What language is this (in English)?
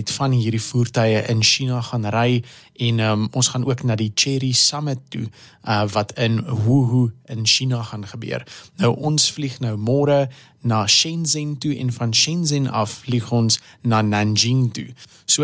Afrikaans